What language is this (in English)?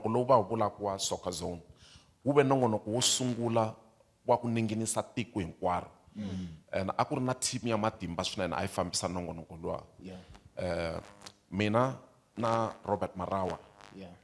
Tsonga